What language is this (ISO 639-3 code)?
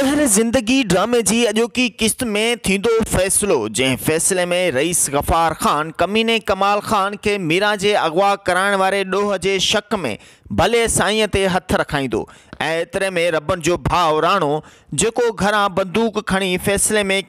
snd